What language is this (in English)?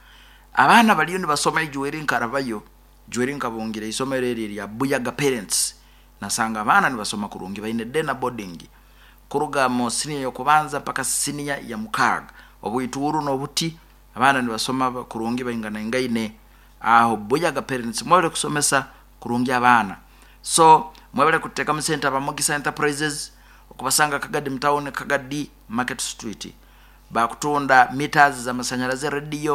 Nyoro